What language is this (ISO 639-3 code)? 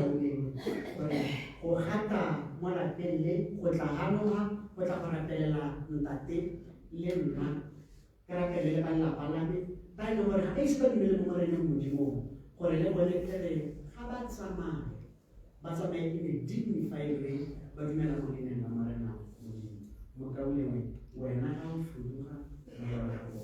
tsn